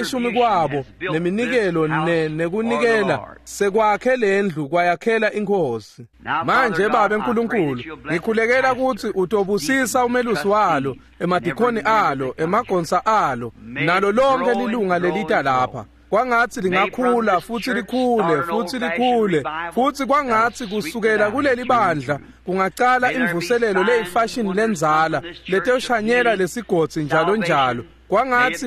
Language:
Swati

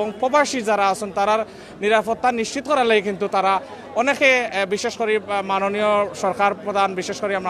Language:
Sylheti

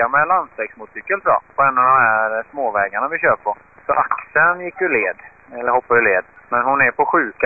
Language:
Swedish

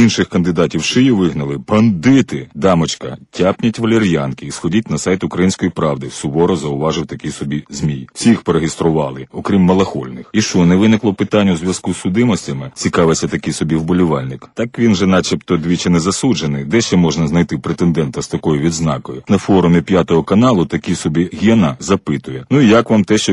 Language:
Ukrainian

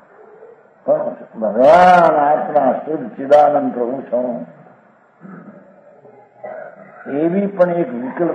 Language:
Gujarati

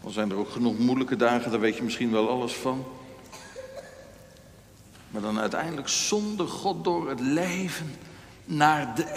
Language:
Dutch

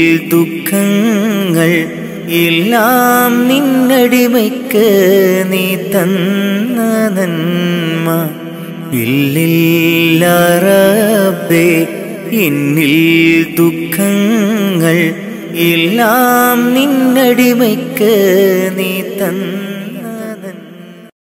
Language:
Malayalam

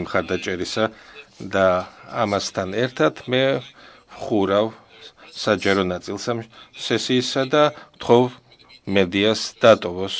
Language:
Georgian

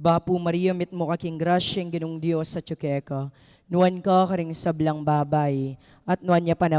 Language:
Pampanga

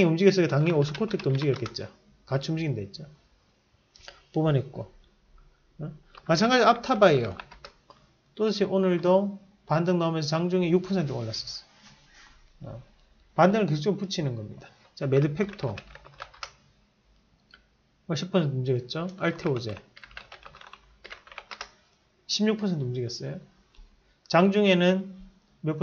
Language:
Korean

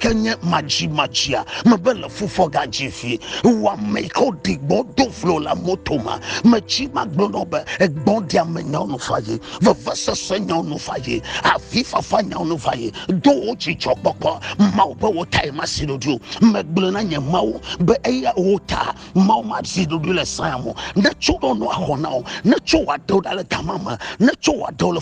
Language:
Ewe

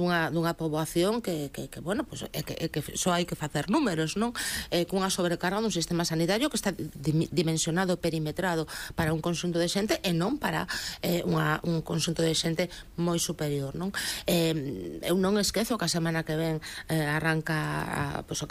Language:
Galician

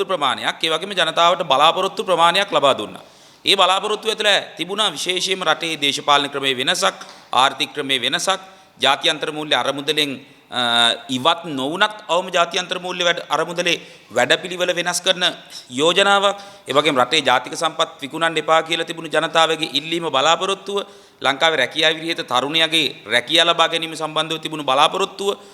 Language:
Sinhala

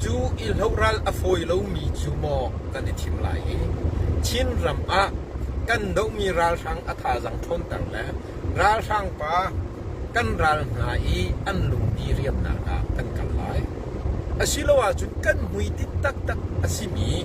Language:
Hakha Chin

